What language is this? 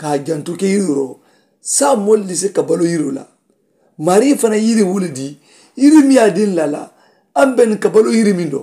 Mandingo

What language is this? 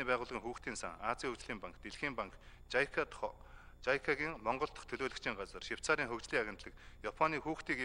Mongolian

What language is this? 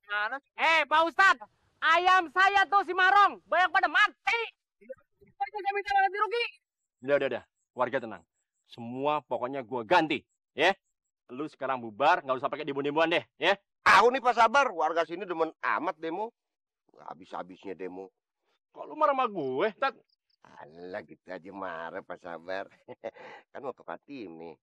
Betawi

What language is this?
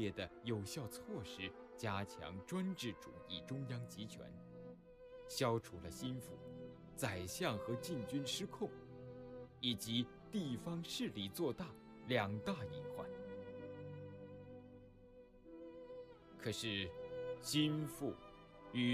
Chinese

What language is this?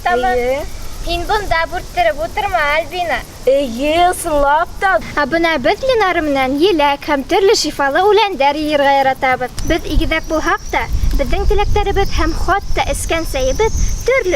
Bashkir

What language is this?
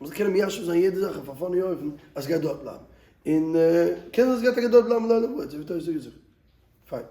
Yiddish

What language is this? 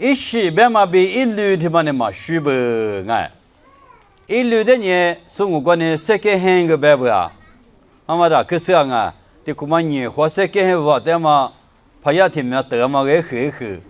Lisu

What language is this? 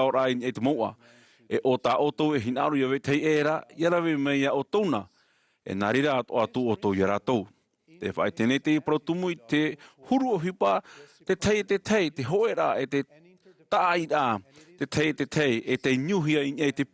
Tahitian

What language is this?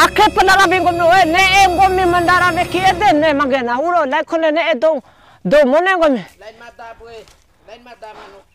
Bima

